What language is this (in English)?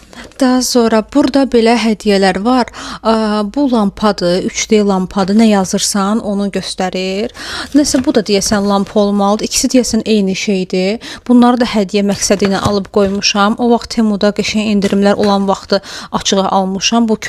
Azerbaijani